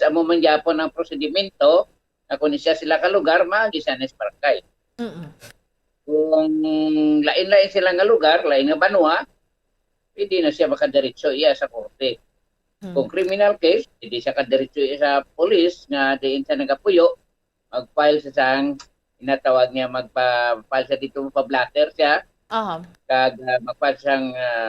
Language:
Hiligaynon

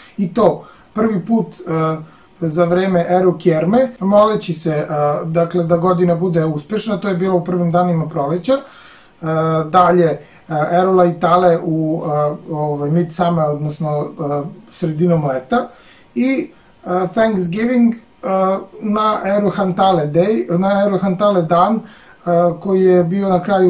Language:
Serbian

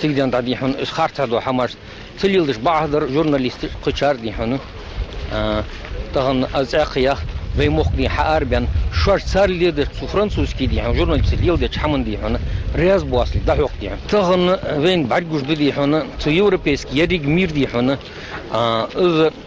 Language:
Ingush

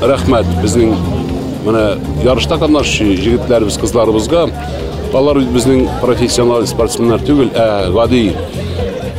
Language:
Tatar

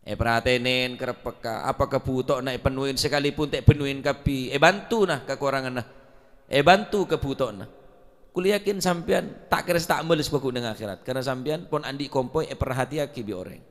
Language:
Madurese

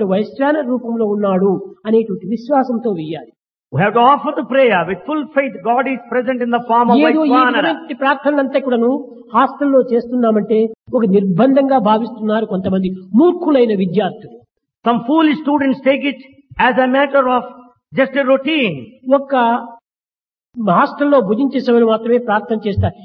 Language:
Telugu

